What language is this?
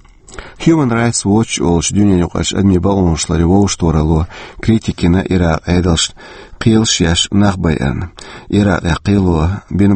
Chechen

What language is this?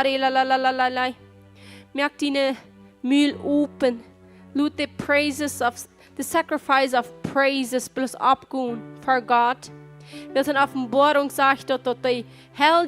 Plautdietsch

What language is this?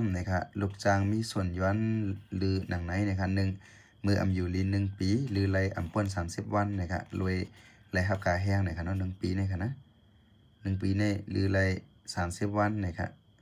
Shan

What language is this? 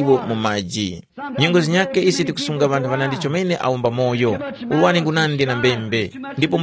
Tumbuka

